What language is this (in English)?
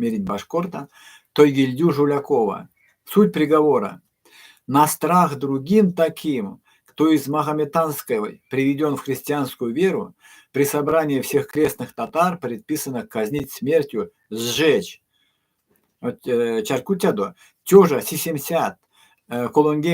Erzya